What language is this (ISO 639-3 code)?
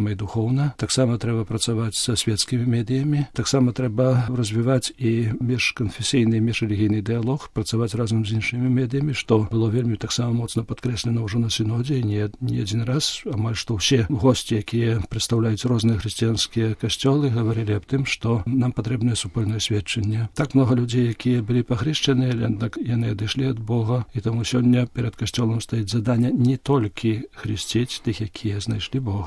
bel